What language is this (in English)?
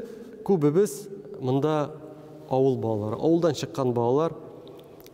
Tatar